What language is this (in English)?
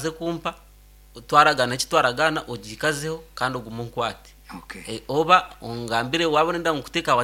Nyankole